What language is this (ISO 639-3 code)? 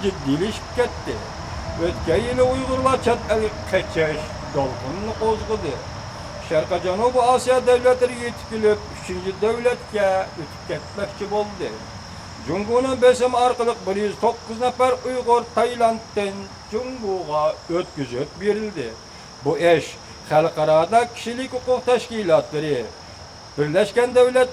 uig